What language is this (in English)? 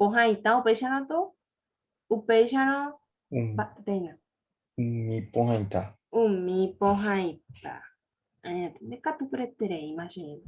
Guarani